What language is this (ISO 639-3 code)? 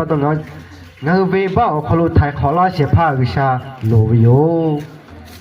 lhu